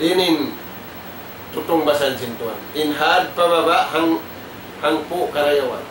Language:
Tausug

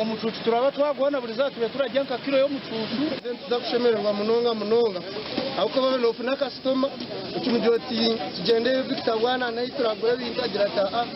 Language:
Nyankole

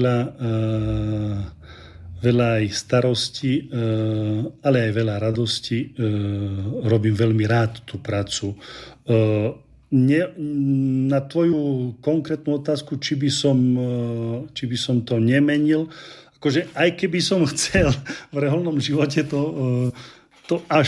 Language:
Slovak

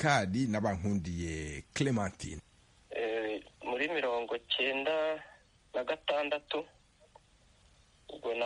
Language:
Kinyarwanda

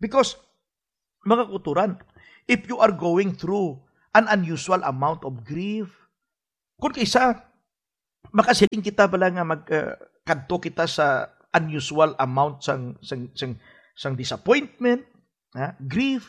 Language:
Hiligaynon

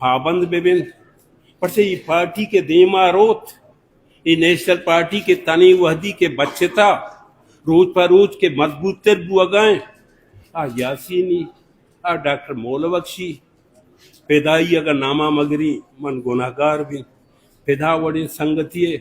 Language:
Baluchi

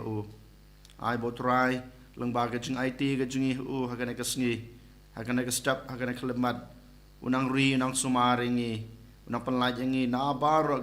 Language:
Khasi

